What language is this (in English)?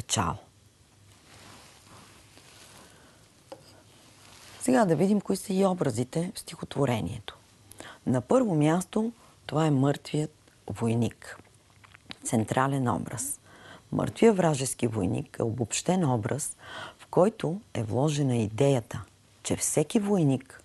Bulgarian